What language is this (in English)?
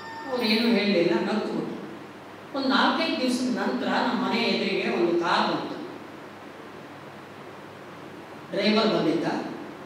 Kannada